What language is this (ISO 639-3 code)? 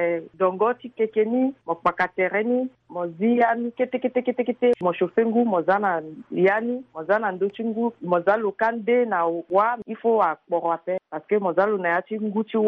sag